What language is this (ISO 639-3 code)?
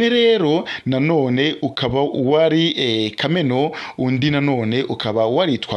kin